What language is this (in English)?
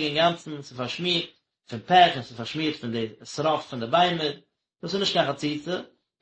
Yiddish